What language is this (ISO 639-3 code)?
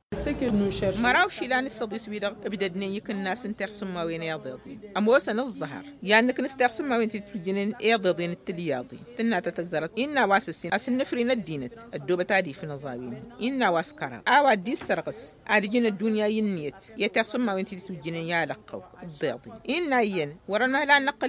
taq